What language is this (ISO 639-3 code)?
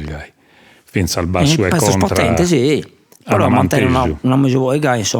srd